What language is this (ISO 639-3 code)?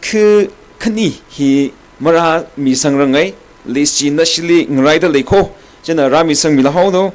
nmf